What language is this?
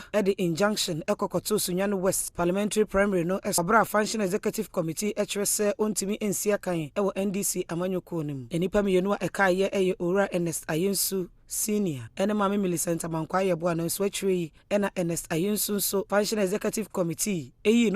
Akan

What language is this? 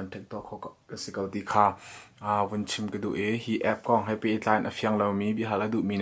Hakha Chin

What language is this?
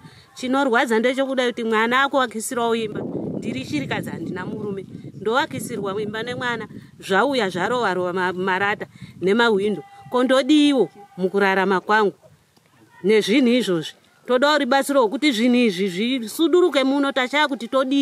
Shona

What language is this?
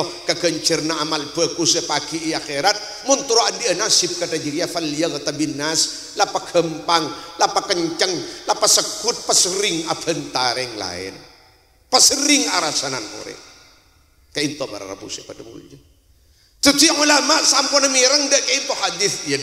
Madurese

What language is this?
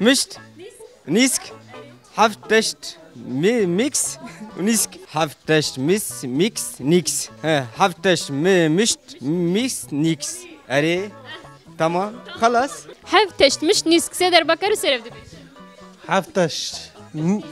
Kurdish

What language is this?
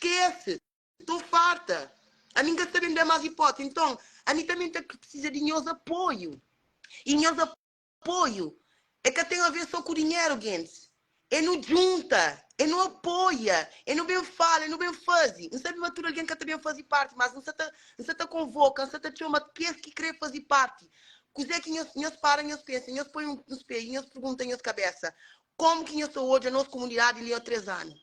Kabuverdianu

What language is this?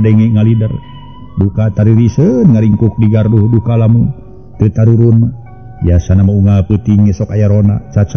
Sundanese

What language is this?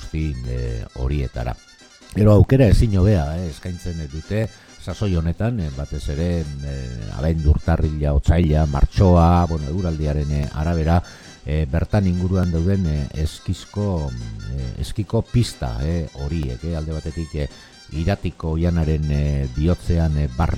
Basque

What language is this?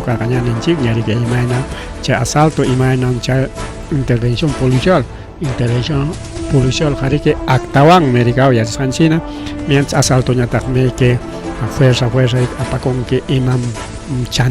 Ayacucho Quechua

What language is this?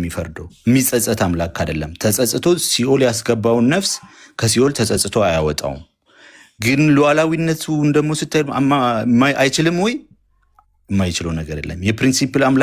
Amharic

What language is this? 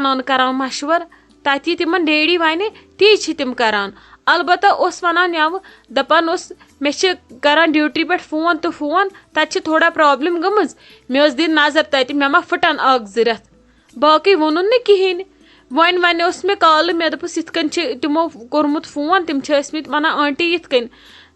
Kashmiri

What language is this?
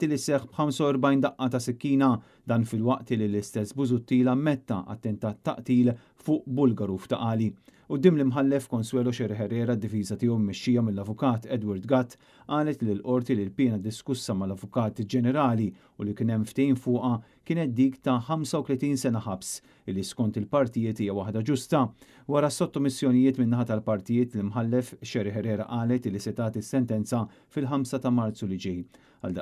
Maltese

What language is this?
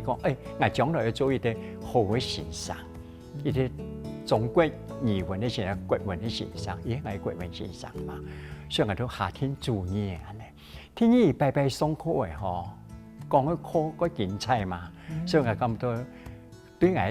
Hakka Chinese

